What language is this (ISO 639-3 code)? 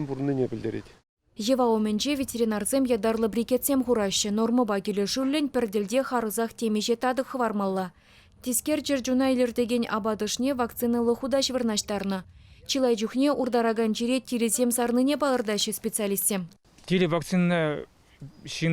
chv